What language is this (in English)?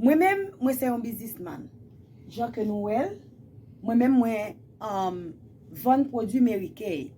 Haitian Creole